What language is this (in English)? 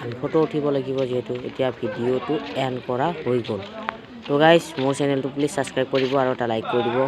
Assamese